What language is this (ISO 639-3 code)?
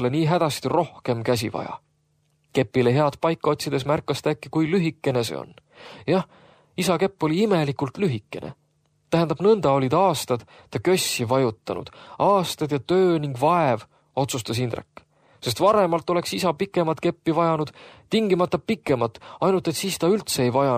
est